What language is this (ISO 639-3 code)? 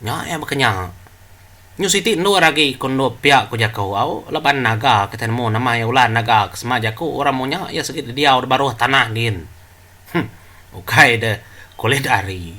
iba